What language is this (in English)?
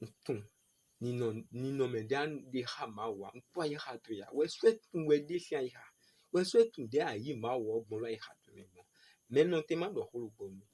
Fon